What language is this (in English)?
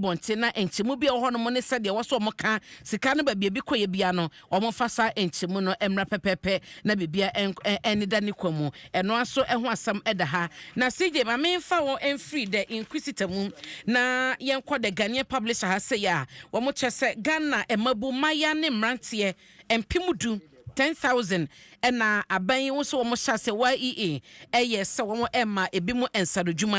Akan